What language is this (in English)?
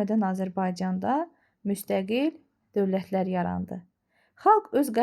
Azerbaijani